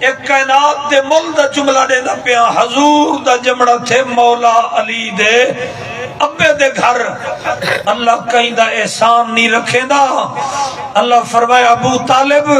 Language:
Saraiki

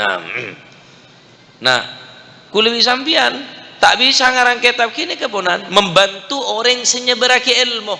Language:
Madurese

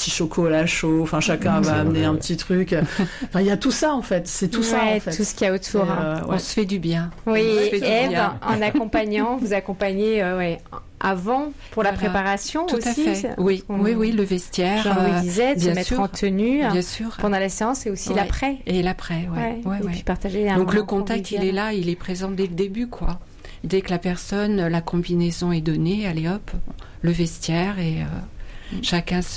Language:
French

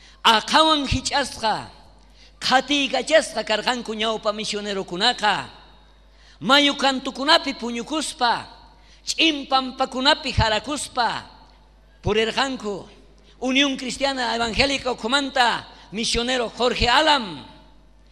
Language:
South Bolivian Quechua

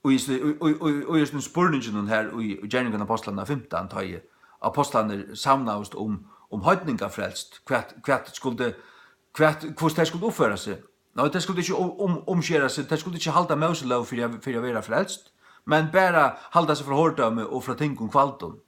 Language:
Faroese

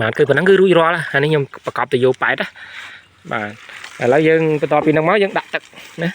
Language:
Khmer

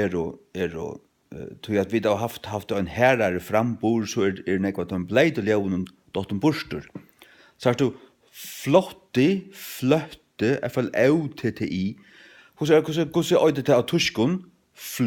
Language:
Faroese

